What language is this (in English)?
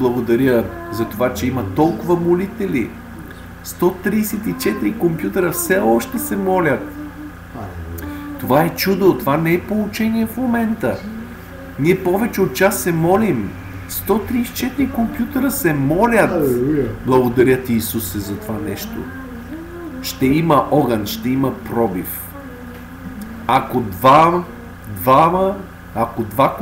Bulgarian